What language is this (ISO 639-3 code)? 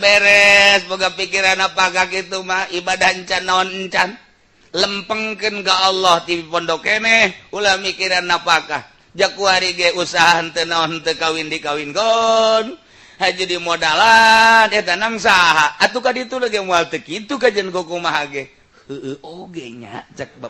sun